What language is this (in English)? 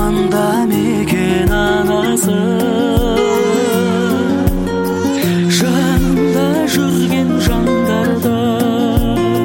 Kazakh